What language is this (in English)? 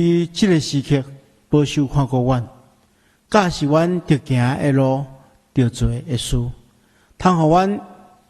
Min Nan Chinese